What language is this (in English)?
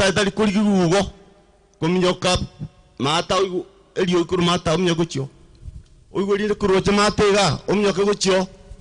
Gusii